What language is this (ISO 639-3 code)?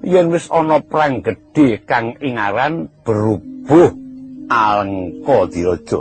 jav